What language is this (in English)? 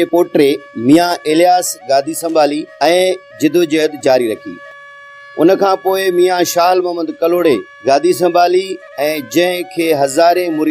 Sindhi